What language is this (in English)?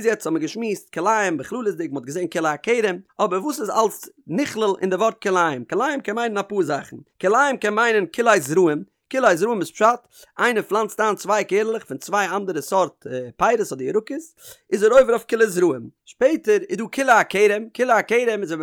Yiddish